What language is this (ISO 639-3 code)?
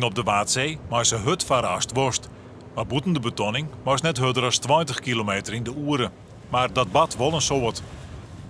fry